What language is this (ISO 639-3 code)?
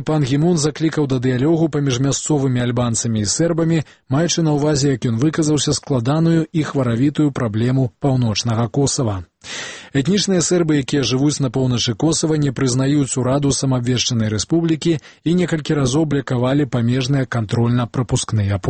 bel